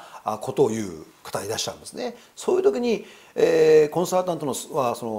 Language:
Japanese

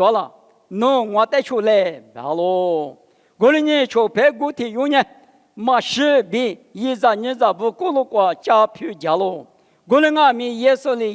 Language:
Lisu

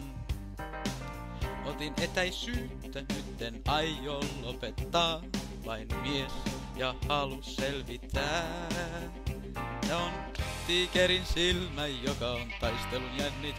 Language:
Finnish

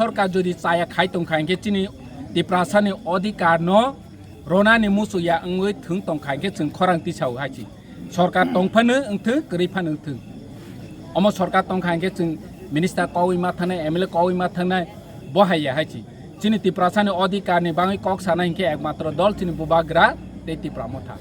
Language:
Kok Borok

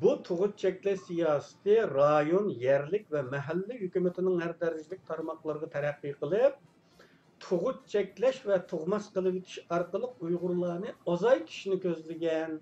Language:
Uyghur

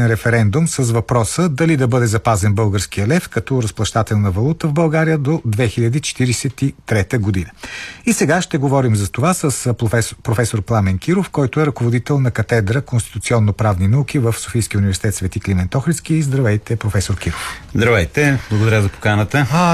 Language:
Bulgarian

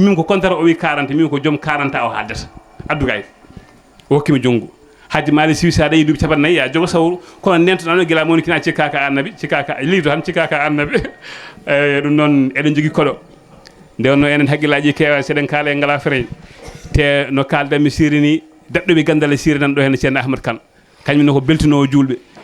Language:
Fula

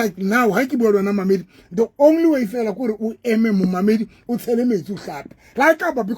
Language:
Southern Sotho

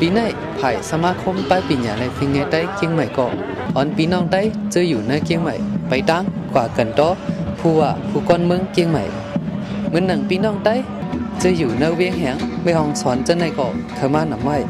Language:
Shan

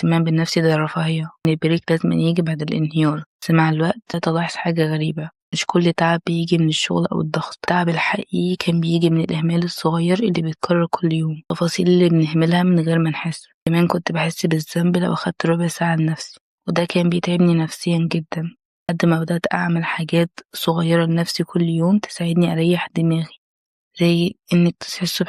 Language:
Egyptian Arabic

